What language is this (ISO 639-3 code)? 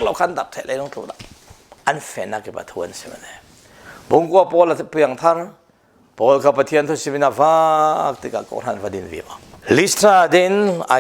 cfm